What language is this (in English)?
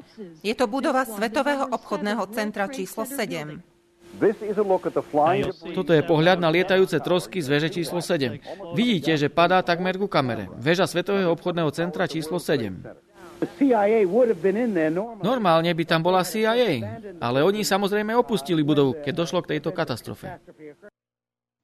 Slovak